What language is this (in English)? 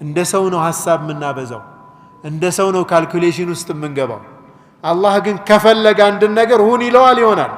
Amharic